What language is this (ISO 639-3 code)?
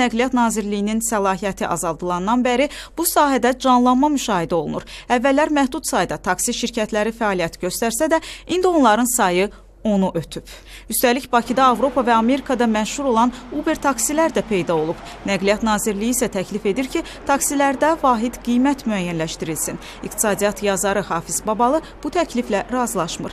aze